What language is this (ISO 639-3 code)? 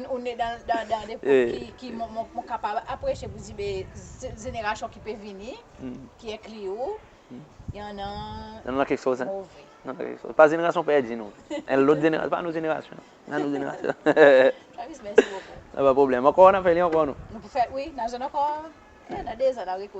crs